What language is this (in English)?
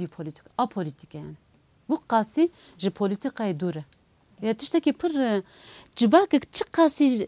Kurdish